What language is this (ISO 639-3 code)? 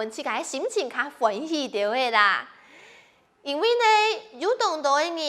hak